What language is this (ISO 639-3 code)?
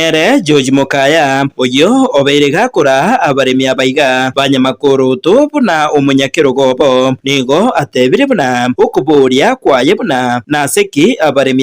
guz